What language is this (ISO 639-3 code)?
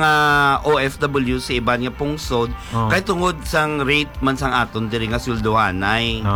hil